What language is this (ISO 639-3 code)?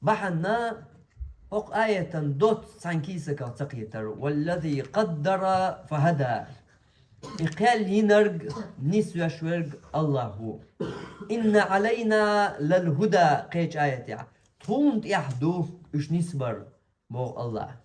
che